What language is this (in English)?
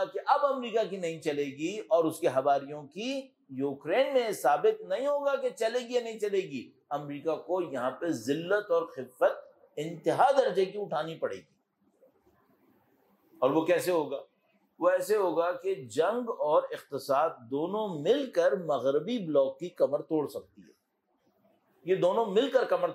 Urdu